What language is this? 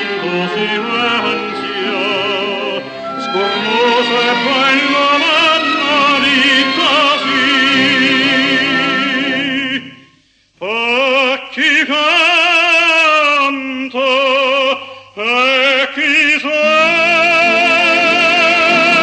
Italian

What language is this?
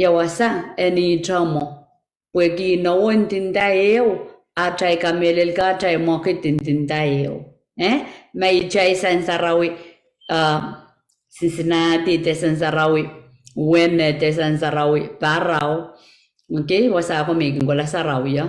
Pohnpeian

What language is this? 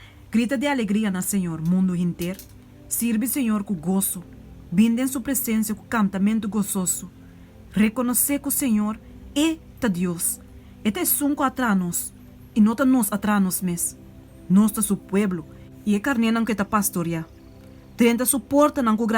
Papiamento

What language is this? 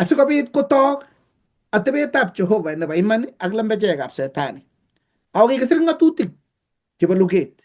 Kalenjin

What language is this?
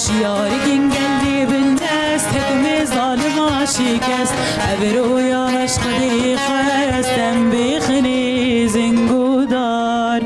Kurdish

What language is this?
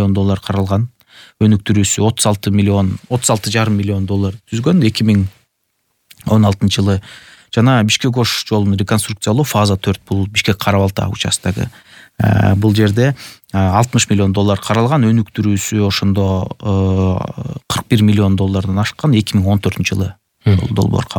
Kyrgyz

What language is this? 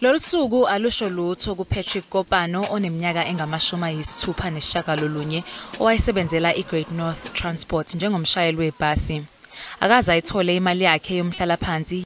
Zulu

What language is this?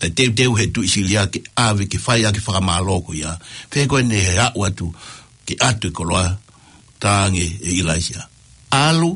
Tongan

